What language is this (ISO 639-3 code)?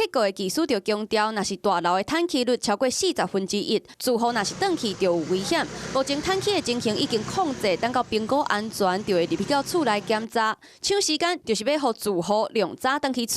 nan